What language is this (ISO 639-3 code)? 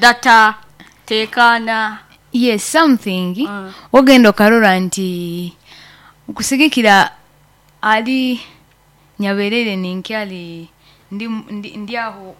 nyn